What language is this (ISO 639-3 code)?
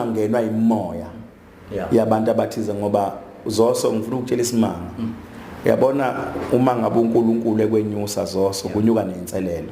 zul